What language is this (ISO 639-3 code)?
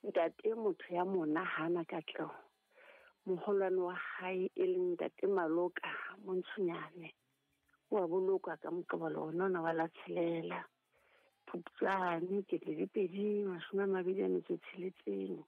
sot